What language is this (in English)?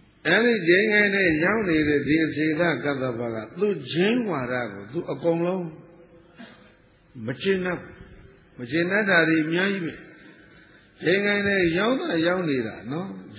Burmese